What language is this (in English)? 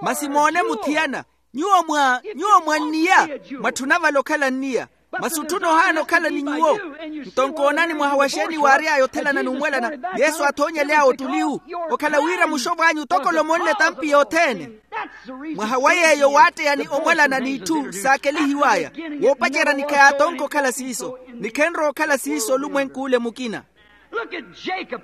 Makhuwa